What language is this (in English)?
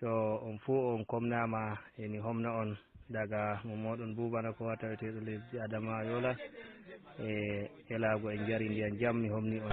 Fula